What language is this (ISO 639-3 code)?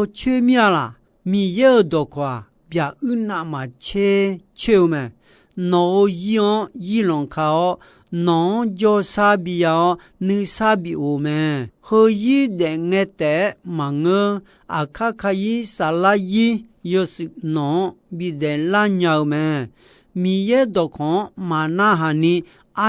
ahk